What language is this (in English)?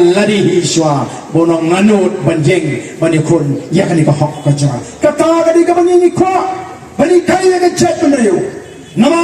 Khasi